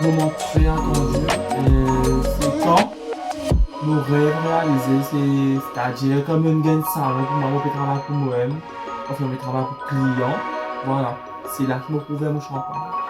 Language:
Morisyen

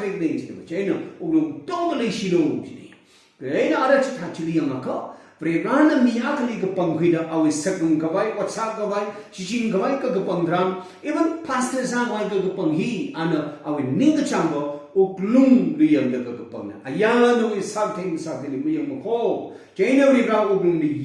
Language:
Tangkhul Naga (India)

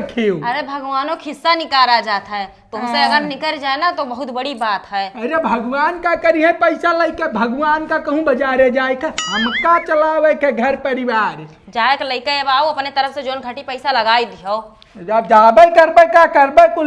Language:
Awadhi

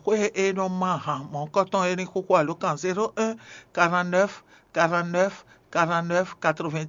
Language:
Fon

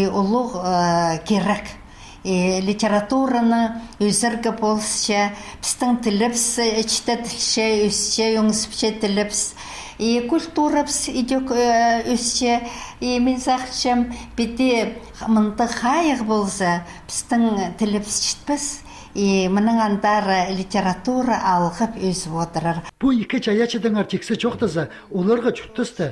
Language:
Khakas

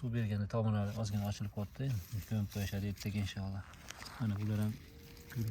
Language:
Uzbek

